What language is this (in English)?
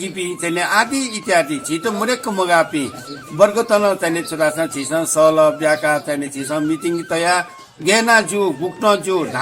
Newari